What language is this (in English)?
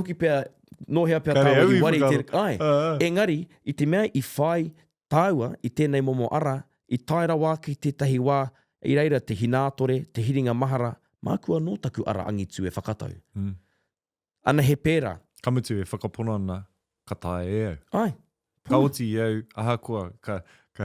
Māori